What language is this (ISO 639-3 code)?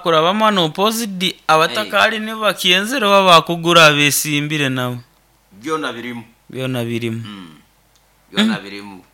nyo